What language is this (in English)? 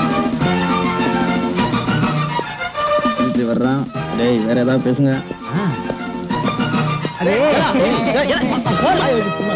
Tamil